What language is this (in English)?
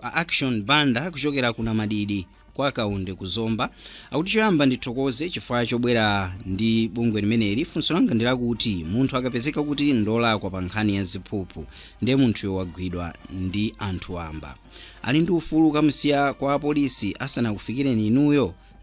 Nyanja